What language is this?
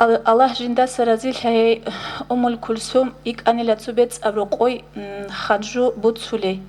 Avaric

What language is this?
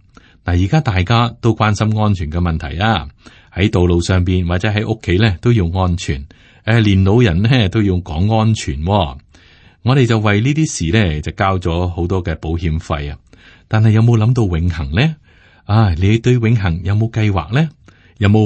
Cantonese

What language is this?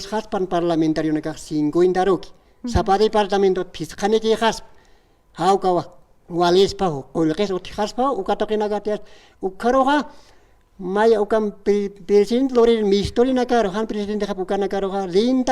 Aymara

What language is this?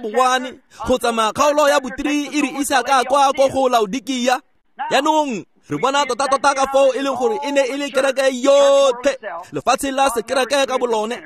Tswana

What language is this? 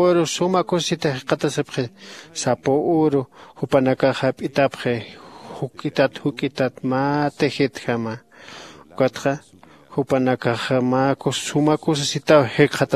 Aymara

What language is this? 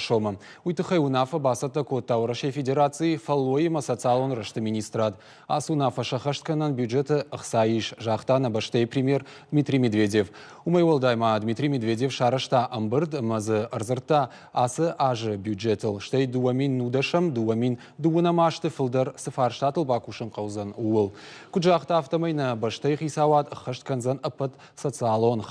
Ossetic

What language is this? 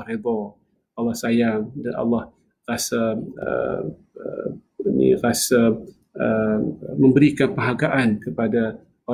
Malay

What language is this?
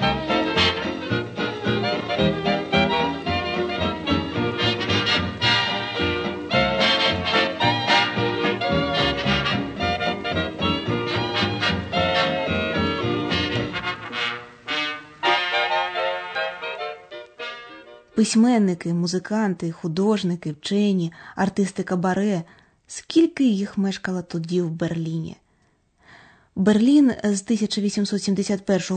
Ukrainian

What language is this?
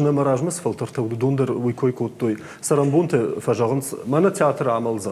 Ossetic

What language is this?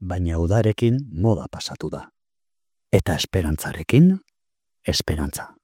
Basque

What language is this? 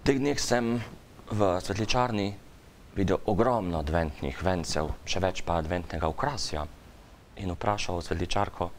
Slovenian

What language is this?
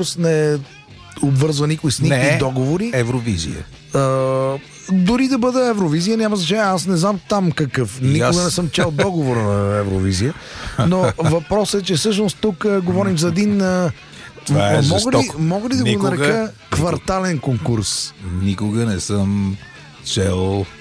Bulgarian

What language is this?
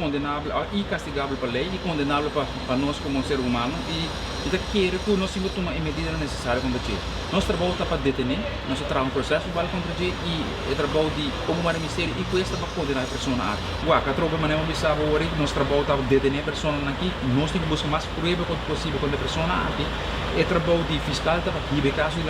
Papiamento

